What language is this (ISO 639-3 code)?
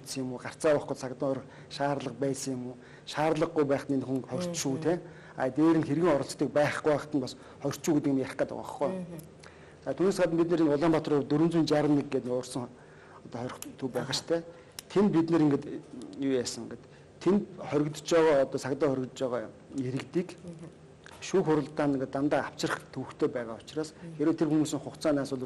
mon